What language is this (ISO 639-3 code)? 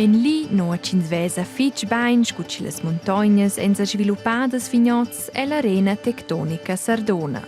roh